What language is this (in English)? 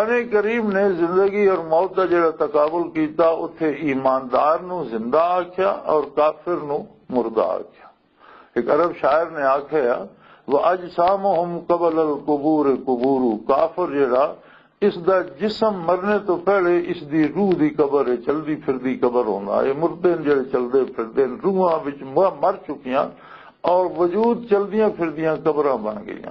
Western Panjabi